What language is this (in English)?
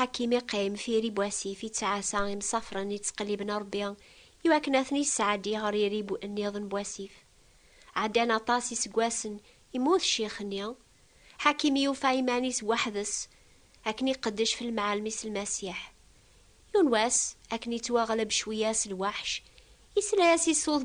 Kabyle